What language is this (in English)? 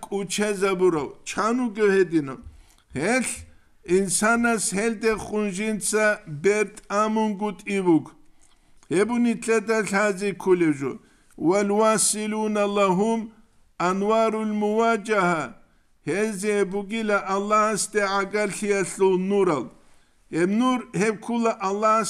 Avaric